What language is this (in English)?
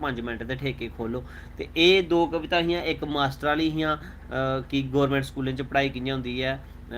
Dogri